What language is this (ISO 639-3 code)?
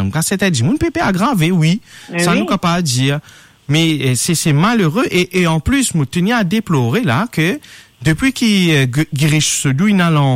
mfe